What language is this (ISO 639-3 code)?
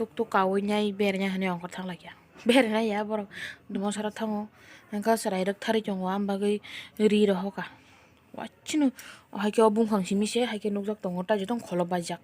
trp